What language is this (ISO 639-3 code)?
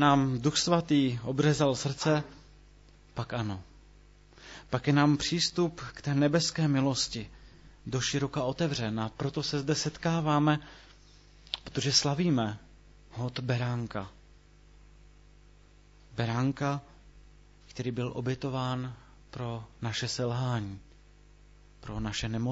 ces